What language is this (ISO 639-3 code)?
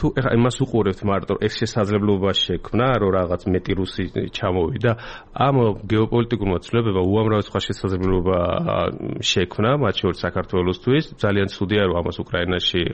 kat